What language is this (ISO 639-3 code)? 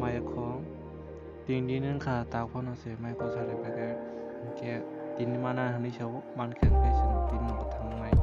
trp